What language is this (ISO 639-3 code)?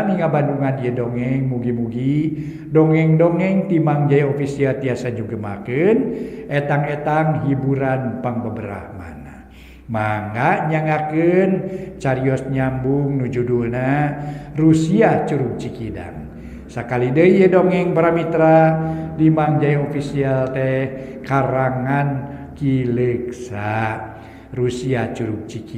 sun